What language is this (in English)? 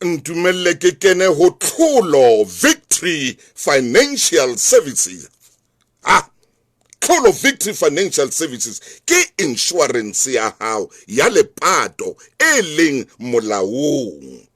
Southern Sotho